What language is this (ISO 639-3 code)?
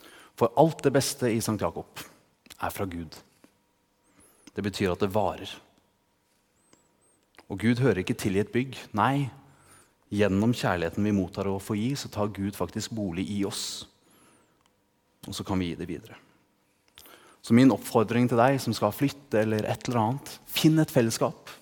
nor